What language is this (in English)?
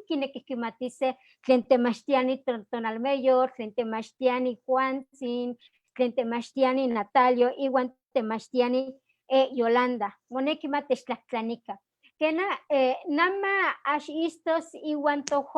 Eastern Huasteca Nahuatl